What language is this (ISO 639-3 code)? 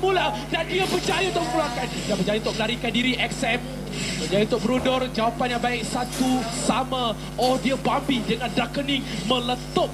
msa